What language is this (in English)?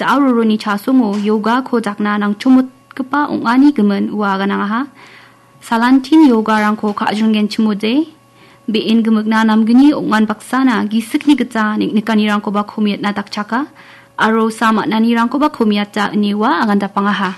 Garo